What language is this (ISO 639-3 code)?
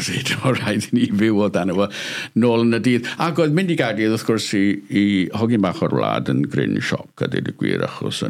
cym